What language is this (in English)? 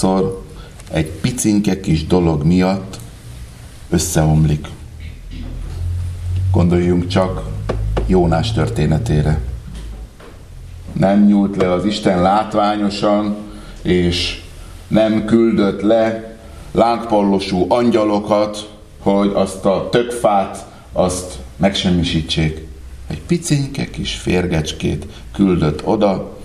Hungarian